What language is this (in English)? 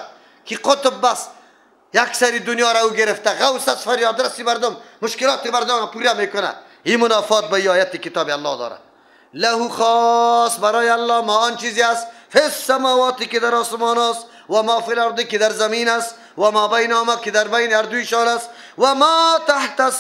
Persian